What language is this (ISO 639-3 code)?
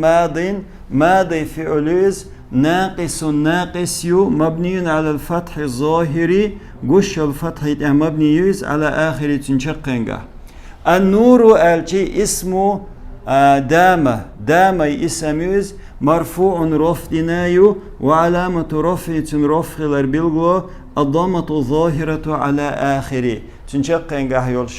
che